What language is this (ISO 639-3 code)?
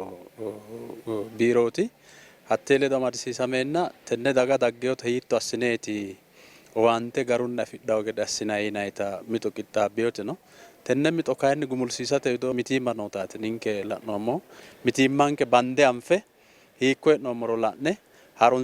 sid